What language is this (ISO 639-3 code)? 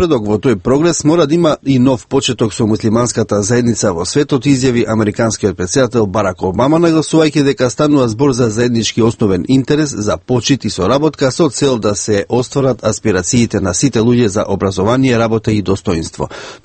mkd